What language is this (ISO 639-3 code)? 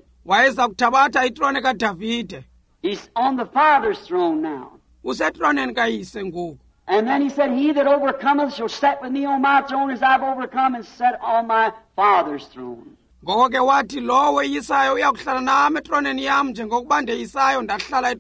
xho